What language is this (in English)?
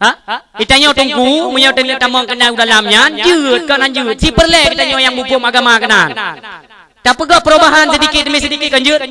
Achinese